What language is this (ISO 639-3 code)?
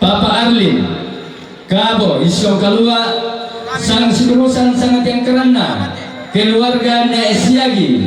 sda